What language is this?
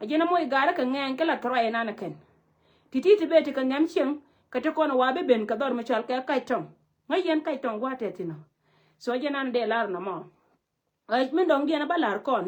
Nuer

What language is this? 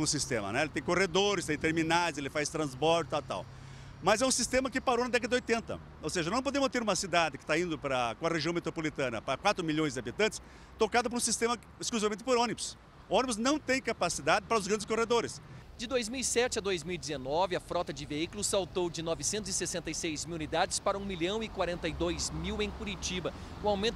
Portuguese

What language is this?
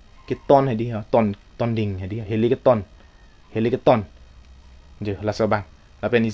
Karbi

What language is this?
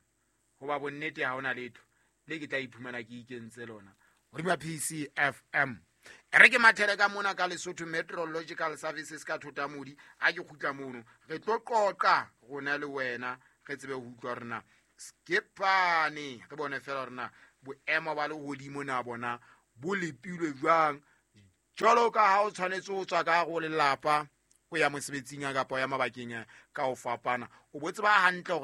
Southern Sotho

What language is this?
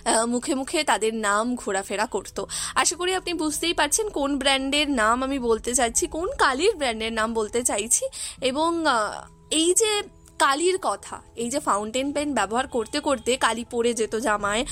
Bangla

